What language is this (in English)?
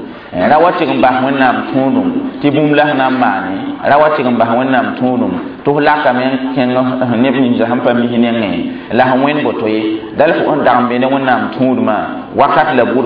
Mossi